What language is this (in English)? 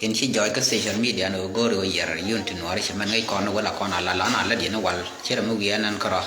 Nuer